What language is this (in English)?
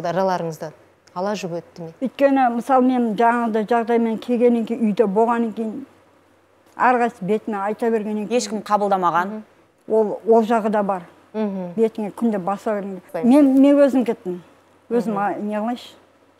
Kazakh